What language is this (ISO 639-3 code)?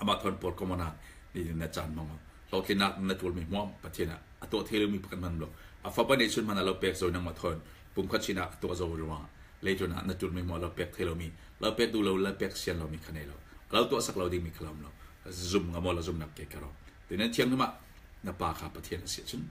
cfm